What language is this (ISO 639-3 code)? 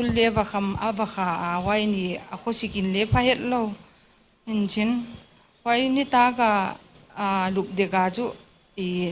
pck